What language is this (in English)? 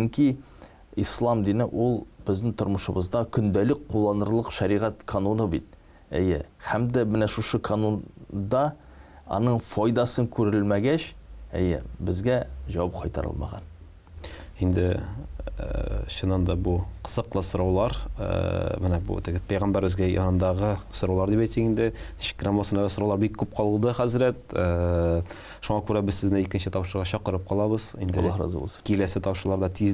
Tatar